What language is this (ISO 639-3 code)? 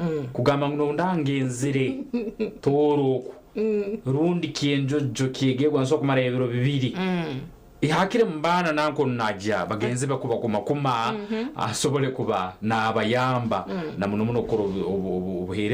nyn